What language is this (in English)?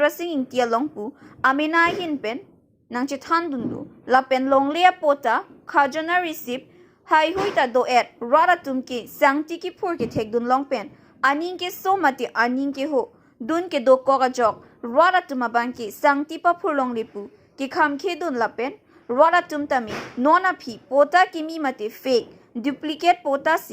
Karbi